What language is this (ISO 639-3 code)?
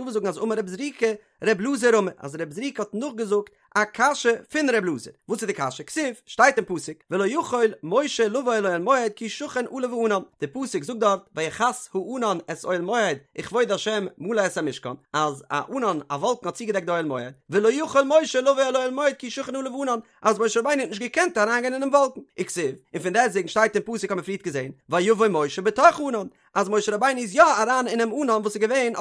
yid